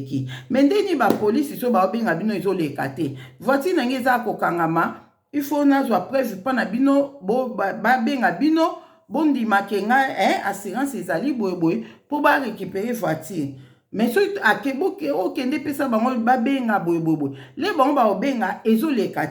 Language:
Lingala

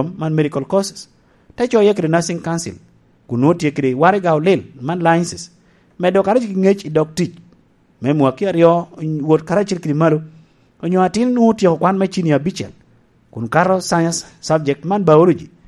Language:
Lango (Uganda)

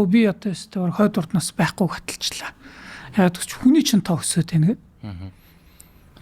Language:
Mongolian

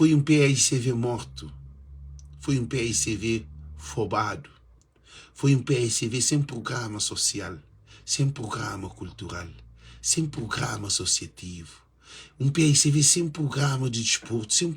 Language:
Kabuverdianu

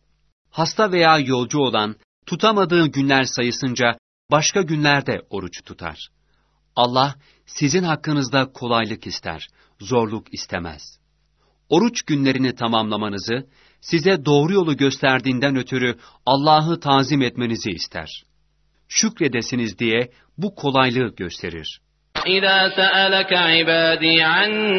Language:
Turkish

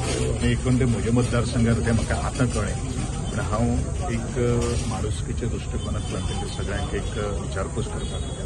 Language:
Konkani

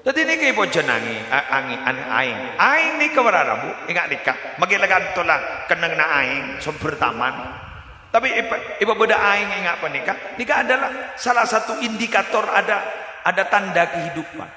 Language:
Madurese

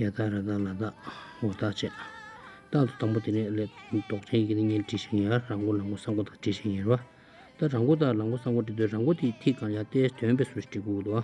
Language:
Tibetan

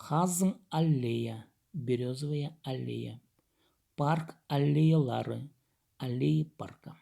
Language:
Khakas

